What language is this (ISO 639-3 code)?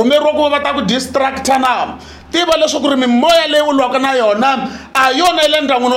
tso